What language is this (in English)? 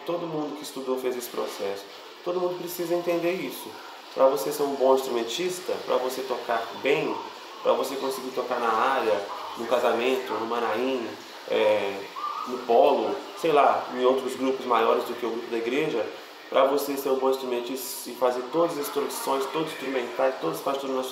Portuguese